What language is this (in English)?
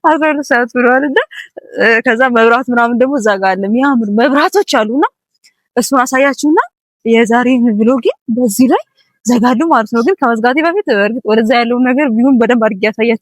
Amharic